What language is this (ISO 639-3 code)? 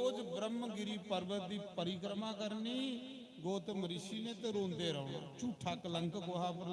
doi